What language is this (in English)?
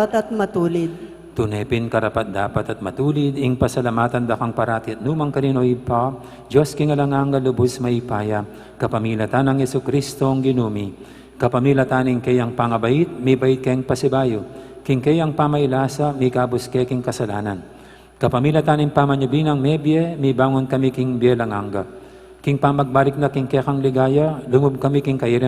Pampanga